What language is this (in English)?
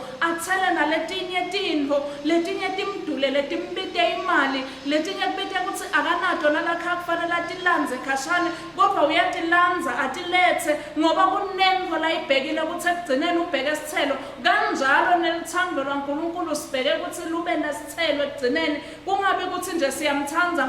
Swati